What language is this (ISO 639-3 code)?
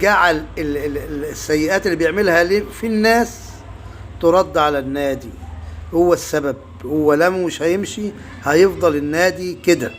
arz